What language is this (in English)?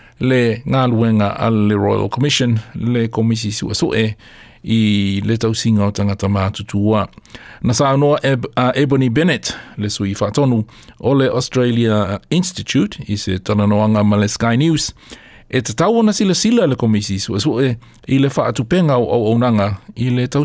Samoan